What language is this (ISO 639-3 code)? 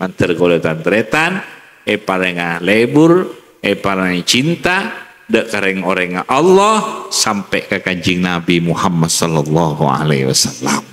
mad